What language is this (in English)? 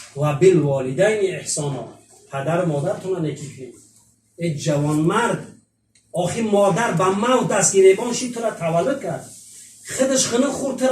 Tajik